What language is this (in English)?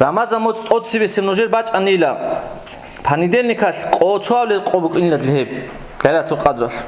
Avaric